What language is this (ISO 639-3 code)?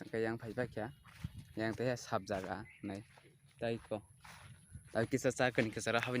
trp